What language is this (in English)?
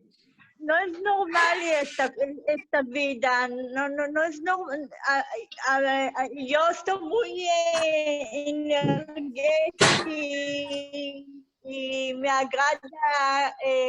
Ladino